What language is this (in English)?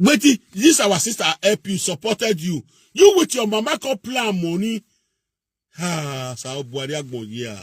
Nigerian Pidgin